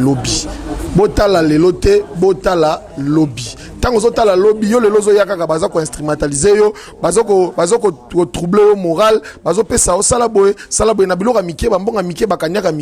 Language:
Lingala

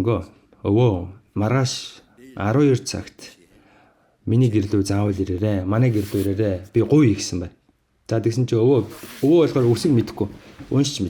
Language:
Mongolian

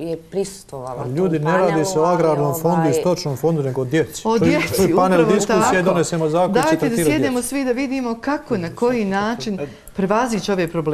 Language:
Bosnian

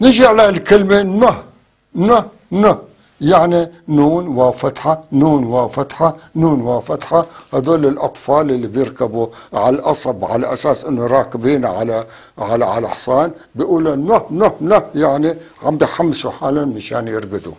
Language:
North Levantine Arabic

